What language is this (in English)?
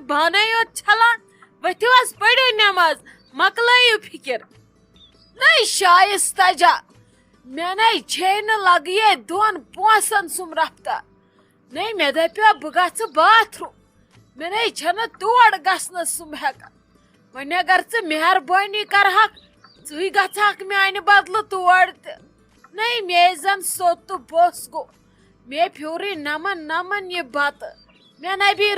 Kashmiri